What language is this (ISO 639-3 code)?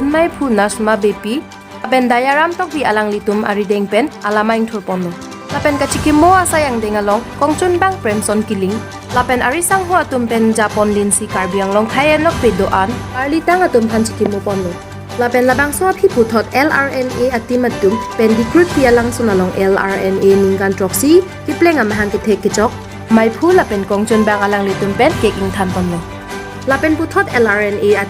mjw